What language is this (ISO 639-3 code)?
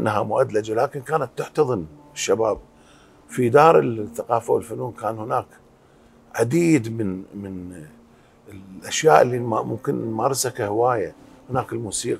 acm